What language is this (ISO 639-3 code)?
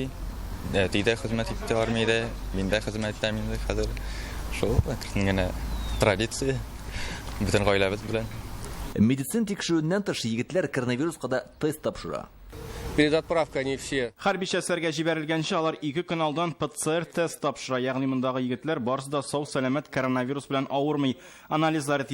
tat